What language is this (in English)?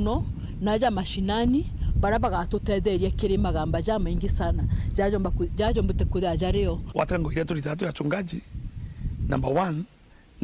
Meru